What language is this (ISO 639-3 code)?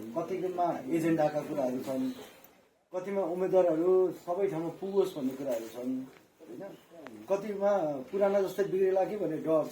nep